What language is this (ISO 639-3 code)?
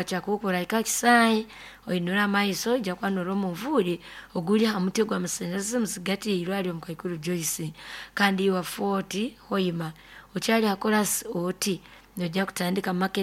nyo